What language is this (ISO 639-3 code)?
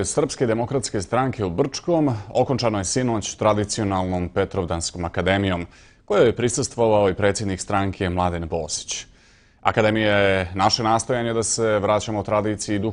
bos